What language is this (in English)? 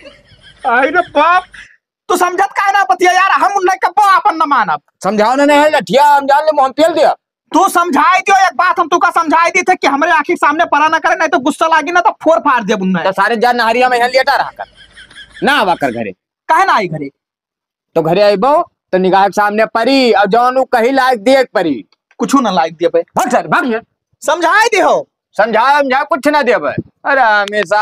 Awadhi